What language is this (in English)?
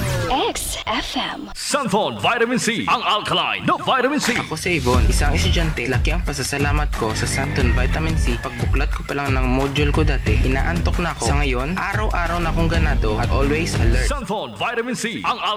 Filipino